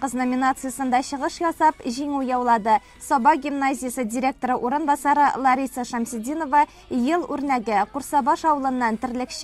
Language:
Tatar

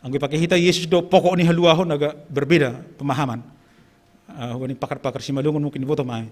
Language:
Batak Simalungun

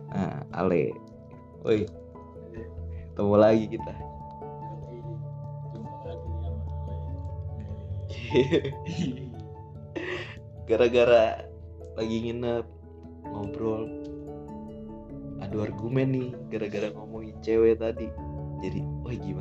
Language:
Indonesian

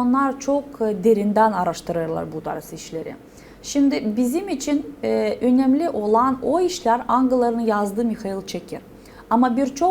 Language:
Gagauz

